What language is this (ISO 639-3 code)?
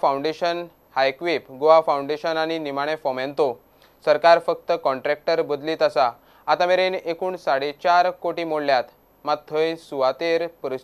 kok